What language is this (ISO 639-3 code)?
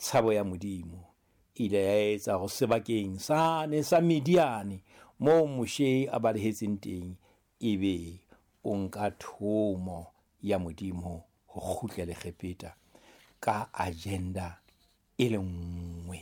sot